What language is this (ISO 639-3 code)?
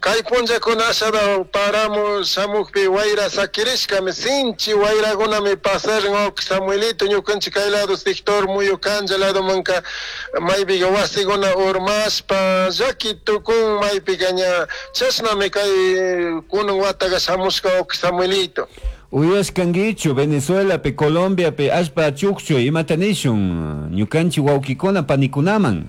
qug